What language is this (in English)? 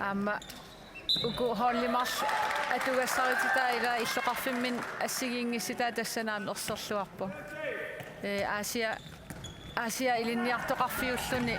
Kalaallisut